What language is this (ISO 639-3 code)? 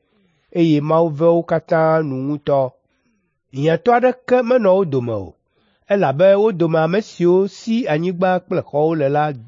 ewe